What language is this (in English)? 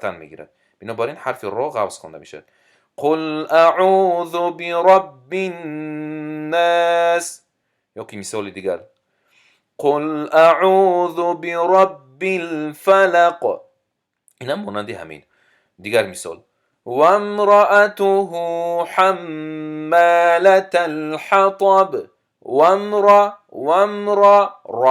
Tajik